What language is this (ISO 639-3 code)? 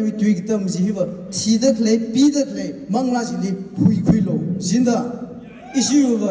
nmf